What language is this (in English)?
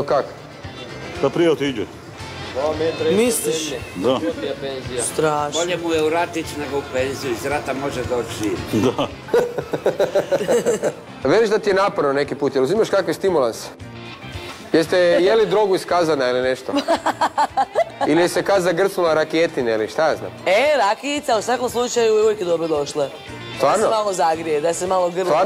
Croatian